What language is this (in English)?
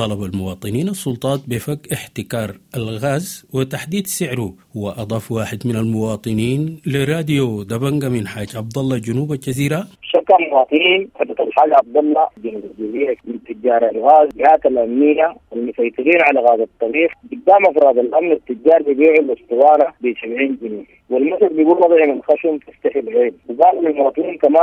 Sudanese Arabic